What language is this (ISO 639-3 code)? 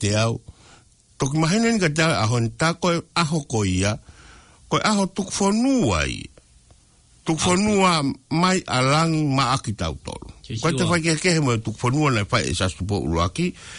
ton